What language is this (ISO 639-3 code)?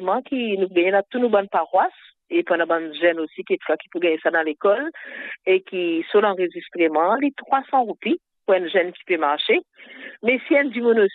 mfe